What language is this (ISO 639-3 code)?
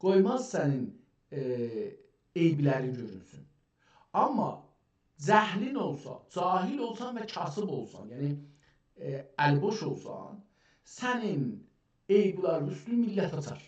azb